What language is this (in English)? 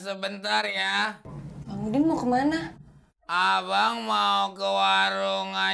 Betawi